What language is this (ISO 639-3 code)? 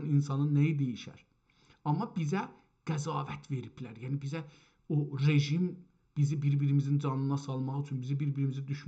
azb